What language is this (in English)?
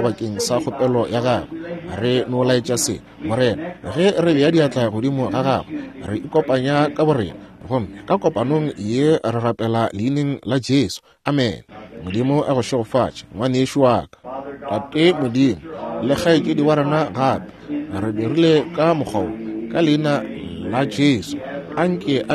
Northern Sotho